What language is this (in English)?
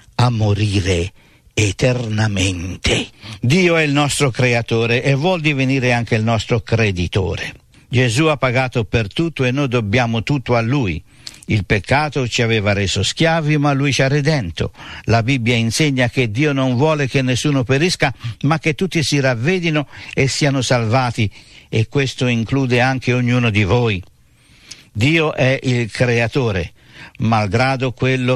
Italian